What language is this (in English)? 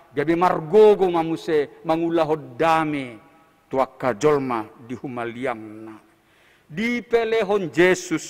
Batak Toba